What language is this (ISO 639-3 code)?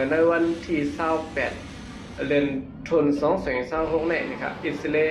shn